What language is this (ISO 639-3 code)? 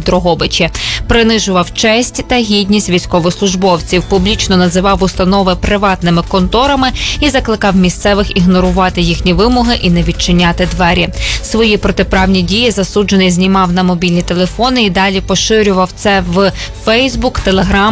ukr